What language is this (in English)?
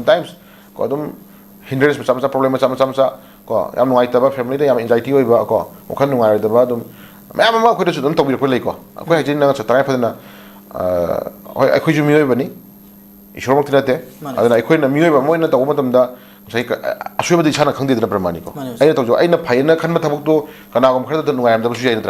Manipuri